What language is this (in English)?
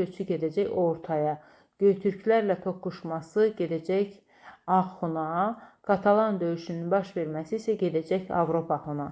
Azerbaijani